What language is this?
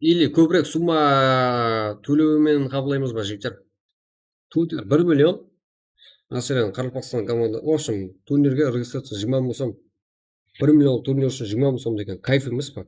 Kara-Kalpak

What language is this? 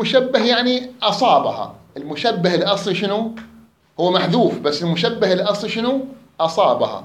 Mesopotamian Arabic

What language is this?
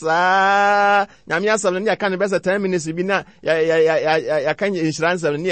Akan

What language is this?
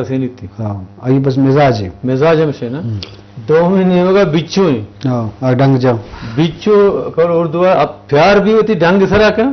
Eastern Balochi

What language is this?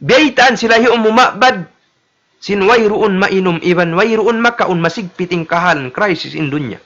Tausug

